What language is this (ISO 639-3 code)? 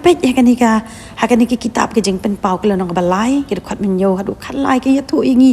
kha